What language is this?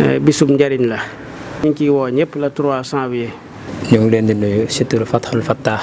Wolof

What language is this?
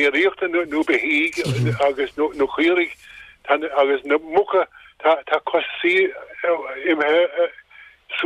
Irish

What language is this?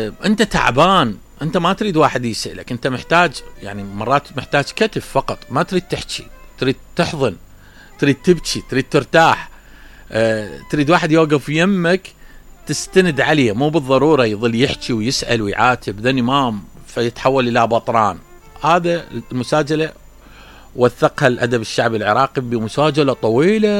Mesopotamian Arabic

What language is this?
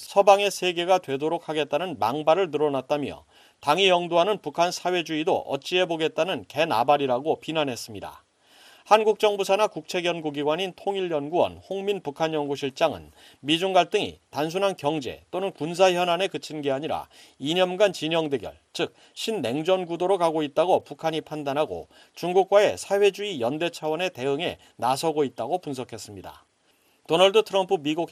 Korean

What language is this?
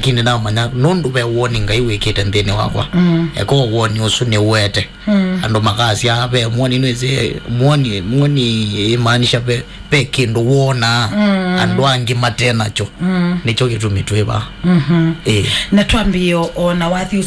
Kamba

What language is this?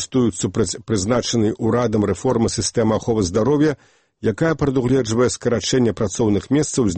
Belarusian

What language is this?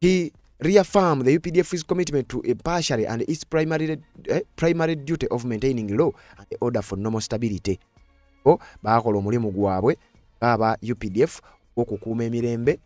Ganda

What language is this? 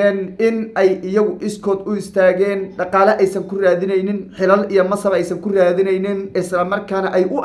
Somali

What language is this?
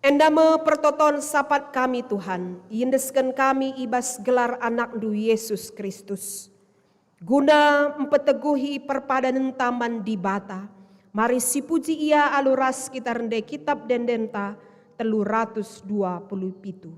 Batak Karo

